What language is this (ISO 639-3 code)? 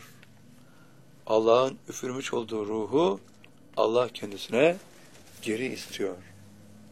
tur